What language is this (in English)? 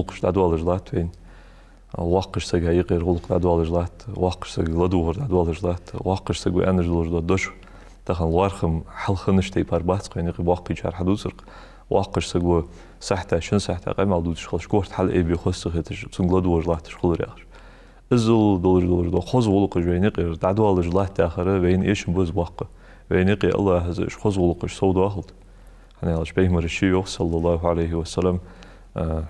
Ingush